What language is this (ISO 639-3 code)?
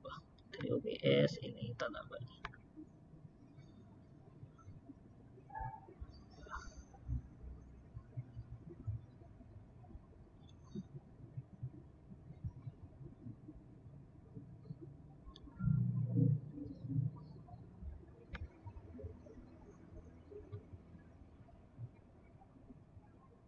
ind